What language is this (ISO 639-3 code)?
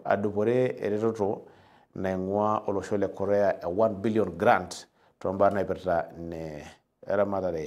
mas